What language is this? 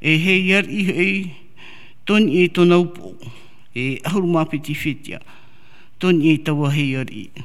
Tahitian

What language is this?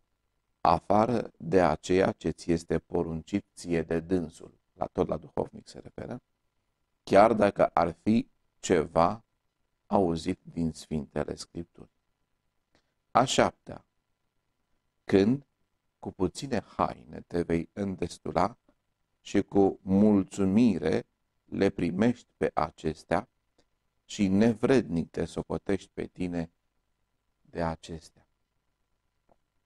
Romanian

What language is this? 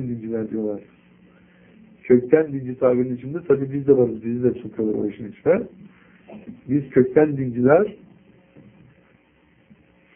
Turkish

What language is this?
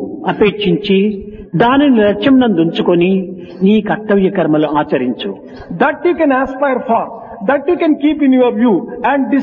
Telugu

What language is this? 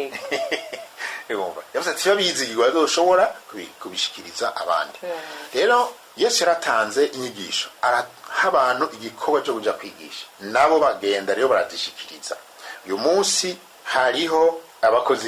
Rundi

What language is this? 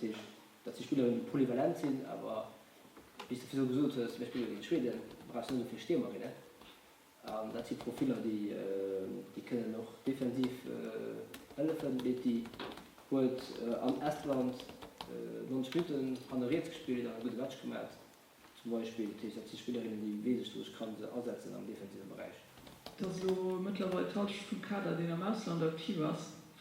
Luxembourgish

